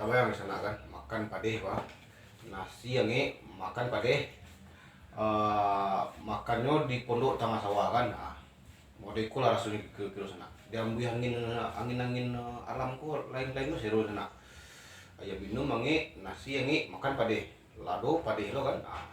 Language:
Minangkabau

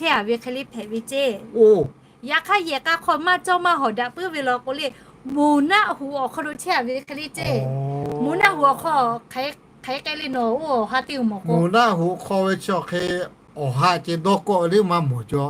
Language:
Lahu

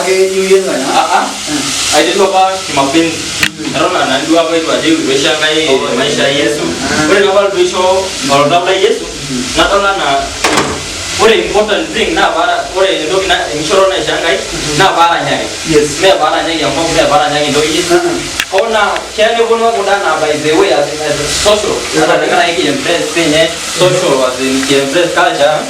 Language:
Masai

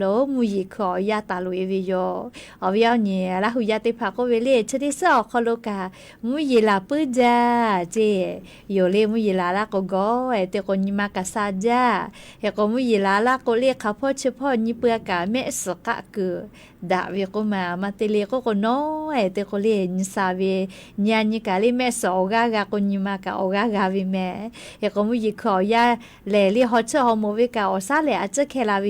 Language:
Lahu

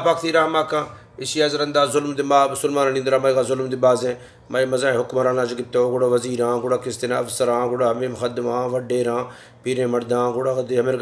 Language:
Baluchi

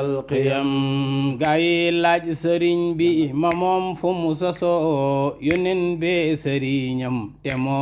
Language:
Wolof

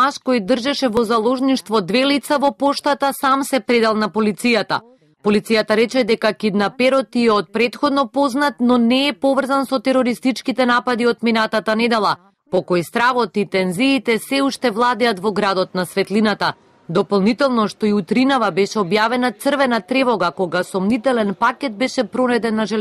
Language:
Macedonian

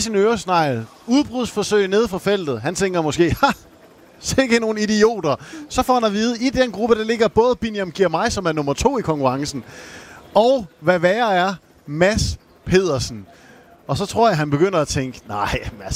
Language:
Danish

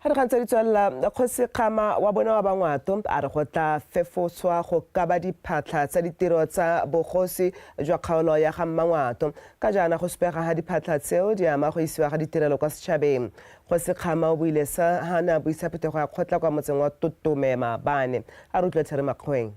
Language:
Tswana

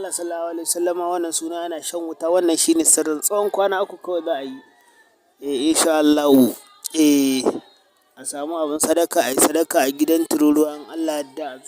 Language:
Hausa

